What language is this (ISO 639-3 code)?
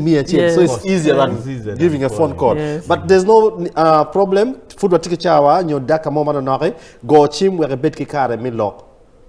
ach